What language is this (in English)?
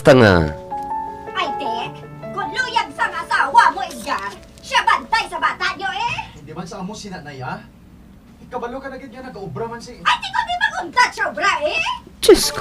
Hiligaynon